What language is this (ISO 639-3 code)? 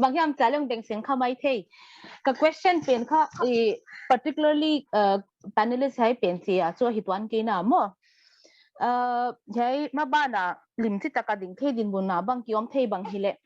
pck